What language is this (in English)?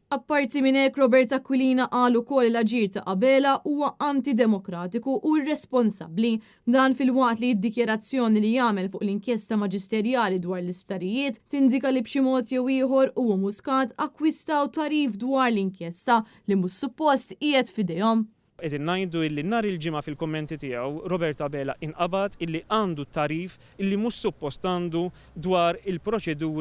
Maltese